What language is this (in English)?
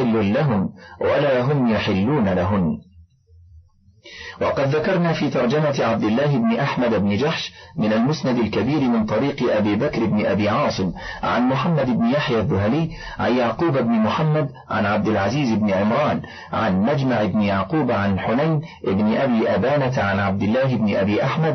Arabic